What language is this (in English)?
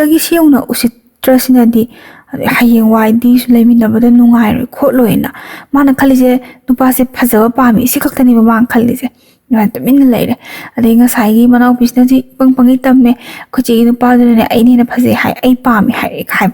Manipuri